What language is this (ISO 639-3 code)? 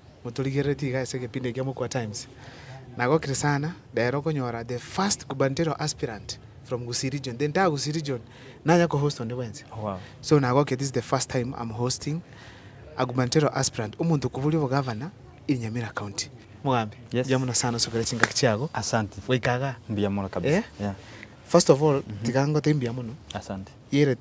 guz